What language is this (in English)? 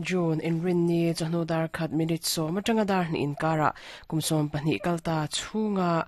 Mizo